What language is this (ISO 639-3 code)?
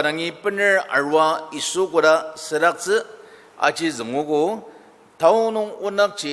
njo